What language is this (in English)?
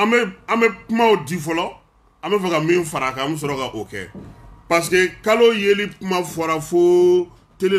Bambara